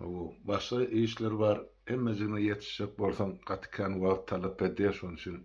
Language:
Turkmen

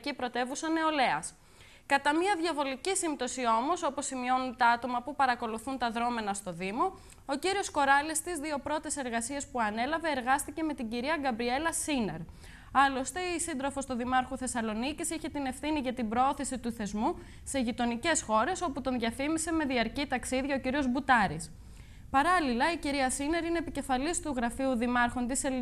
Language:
Greek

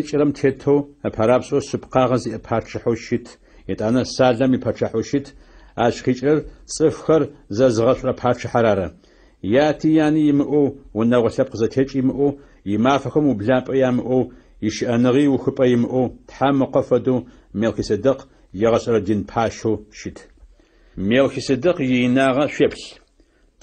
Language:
Adyghe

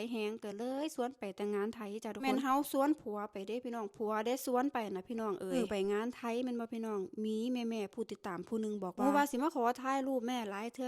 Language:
Lao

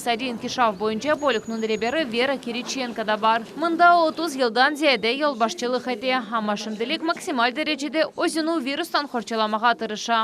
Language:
Crimean Tatar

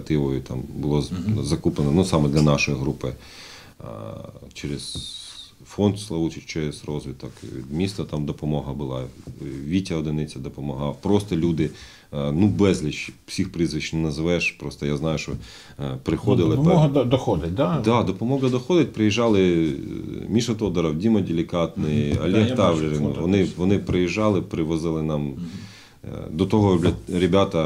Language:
Ukrainian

